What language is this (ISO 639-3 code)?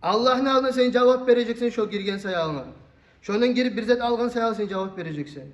kum